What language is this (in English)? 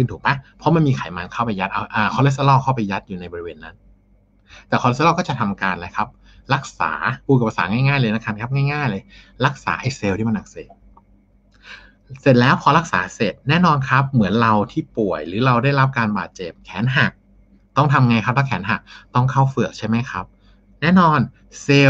Thai